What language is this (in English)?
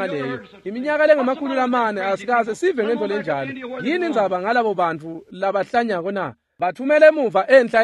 Swati